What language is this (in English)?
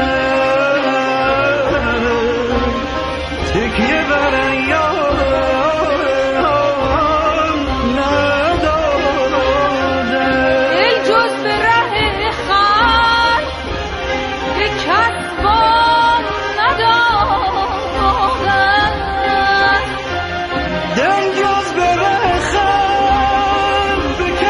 Persian